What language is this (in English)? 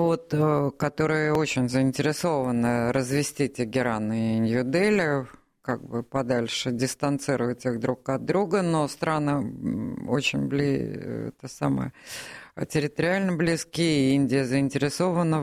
Russian